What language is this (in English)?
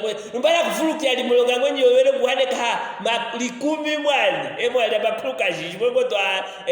Luvale